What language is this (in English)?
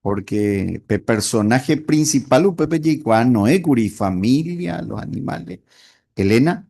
Guarani